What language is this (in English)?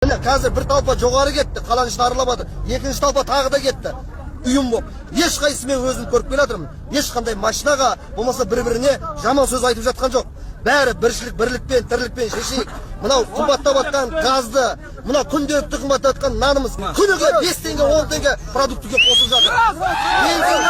Kazakh